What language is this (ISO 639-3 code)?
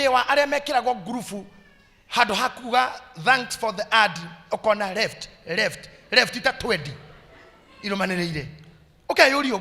kik